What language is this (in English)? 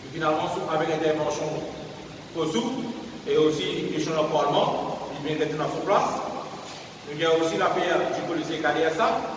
Morisyen